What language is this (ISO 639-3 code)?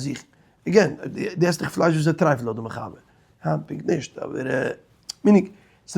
yid